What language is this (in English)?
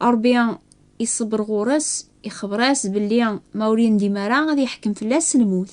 Kabyle